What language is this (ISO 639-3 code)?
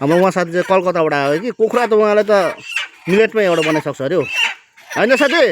nep